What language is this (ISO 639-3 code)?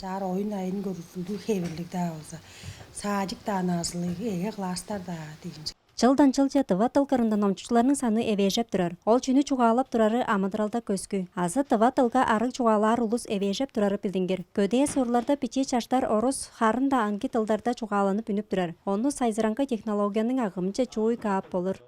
tyv